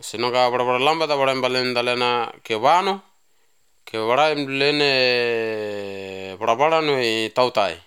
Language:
Basque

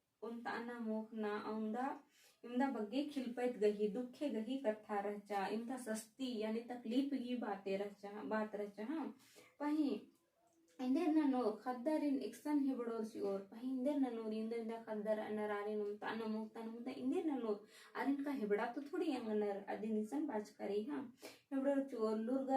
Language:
Kurukh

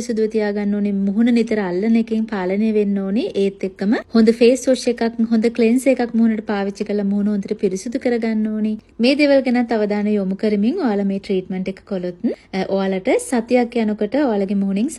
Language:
Sinhala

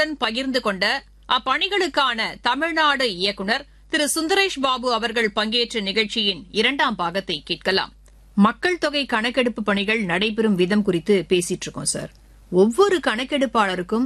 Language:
Tamil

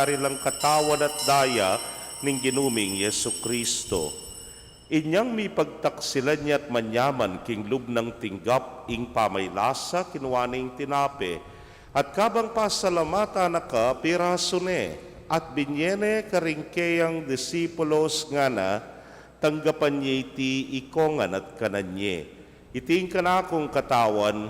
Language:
Pampanga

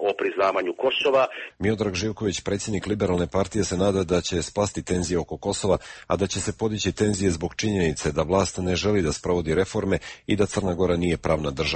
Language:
Bosnian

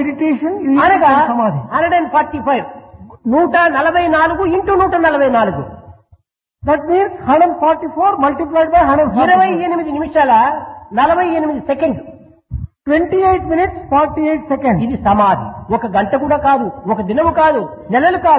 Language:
Telugu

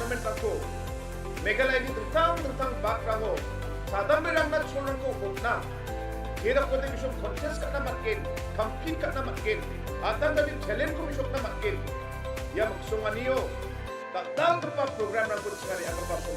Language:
Garo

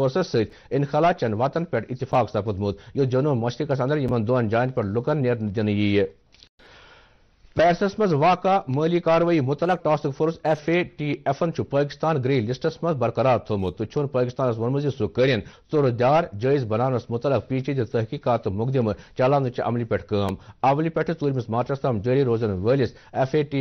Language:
Kashmiri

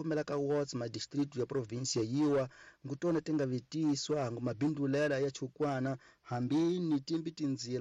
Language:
Tsonga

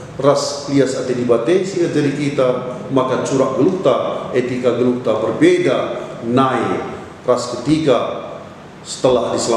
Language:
Batak Karo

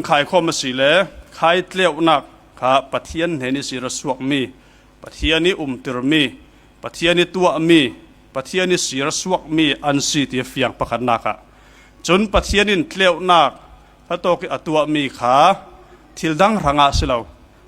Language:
Falam Chin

